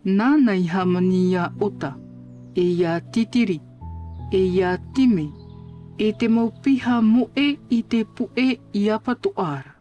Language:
Tahitian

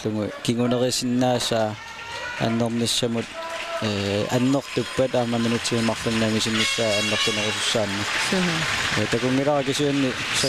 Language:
Kalaallisut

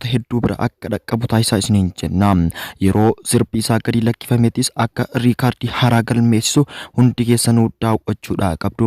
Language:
Oromo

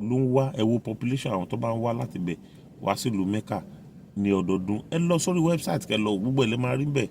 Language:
Yoruba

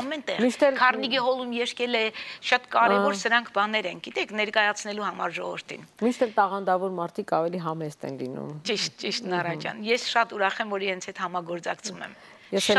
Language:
Armenian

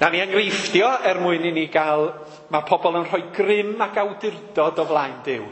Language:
Welsh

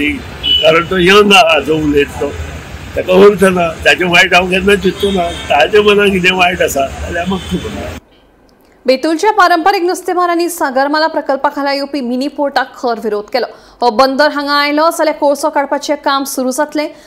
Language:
Konkani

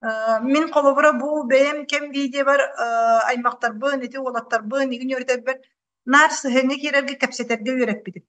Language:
Yakut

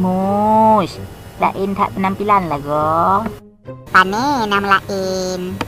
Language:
Achinese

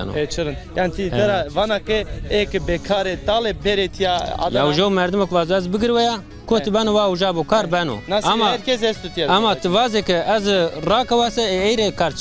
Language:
Zaza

